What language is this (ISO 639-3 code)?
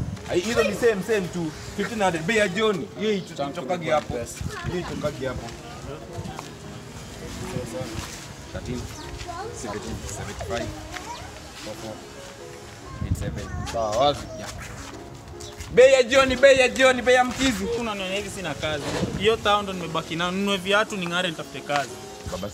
swa